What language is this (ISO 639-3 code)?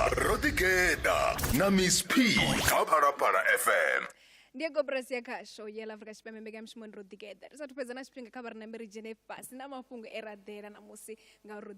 ven